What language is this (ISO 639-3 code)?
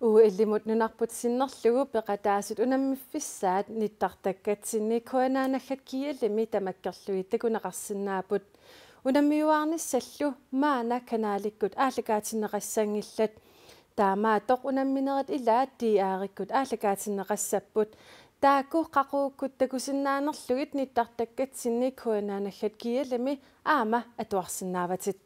kal